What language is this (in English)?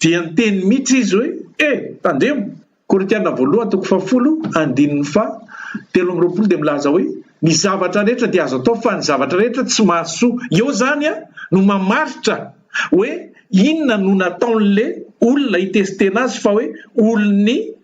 Malagasy